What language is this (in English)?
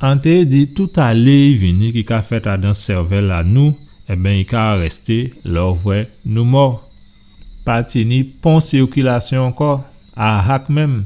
Guadeloupean Creole French